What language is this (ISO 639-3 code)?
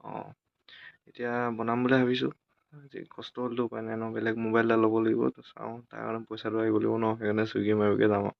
asm